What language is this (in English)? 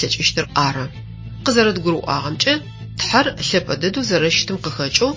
Adyghe